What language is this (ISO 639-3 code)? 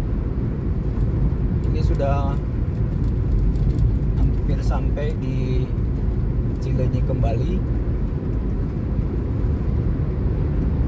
ind